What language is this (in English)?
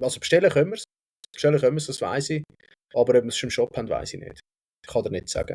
Swiss German